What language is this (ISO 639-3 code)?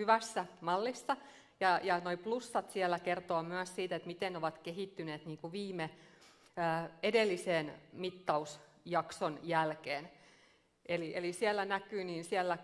fin